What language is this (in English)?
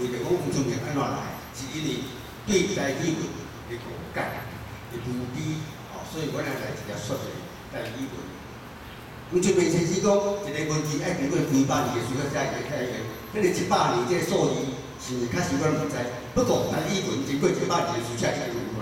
Min Nan Chinese